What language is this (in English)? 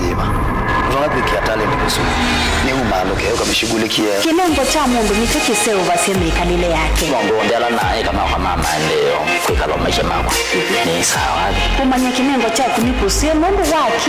Kamba